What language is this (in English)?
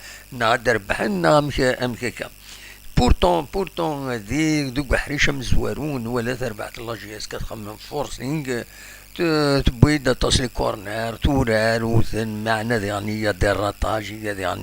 Kabyle